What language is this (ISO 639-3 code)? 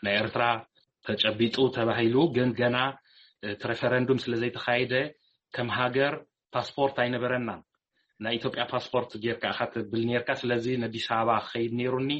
tir